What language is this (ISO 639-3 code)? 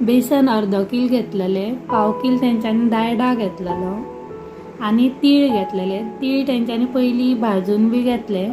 kok